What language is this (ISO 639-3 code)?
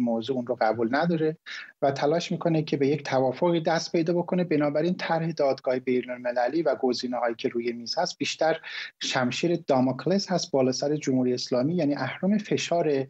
fas